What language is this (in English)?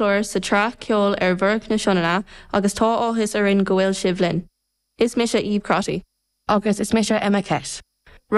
Irish